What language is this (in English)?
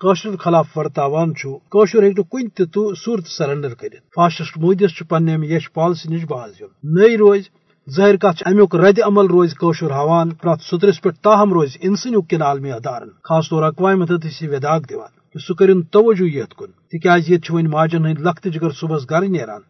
Kashmiri